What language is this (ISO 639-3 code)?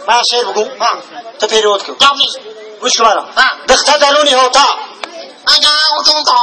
tgk